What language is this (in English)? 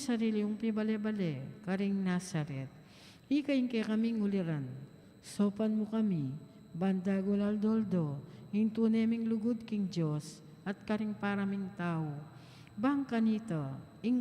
Pampanga